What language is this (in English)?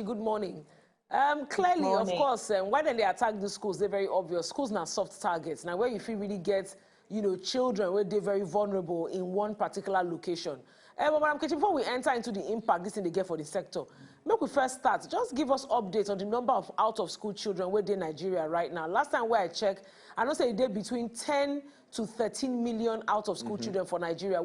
Nigerian Pidgin